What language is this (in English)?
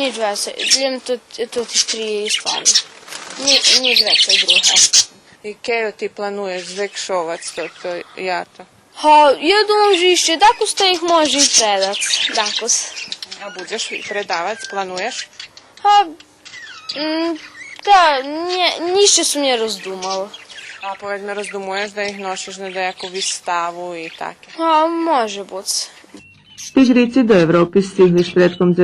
Rusyn